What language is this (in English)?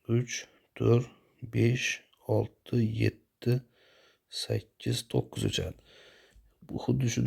Uzbek